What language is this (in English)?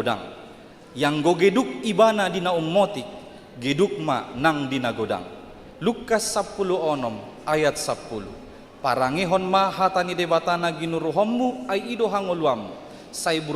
Batak Toba